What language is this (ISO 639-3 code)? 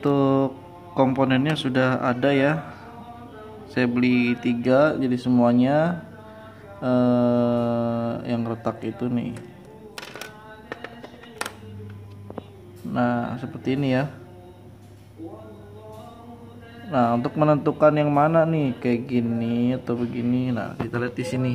ind